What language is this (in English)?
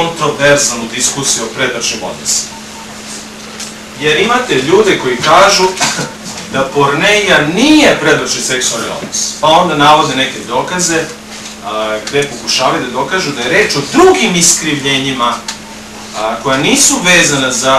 Serbian